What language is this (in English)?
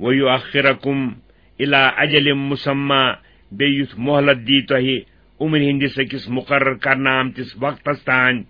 Kashmiri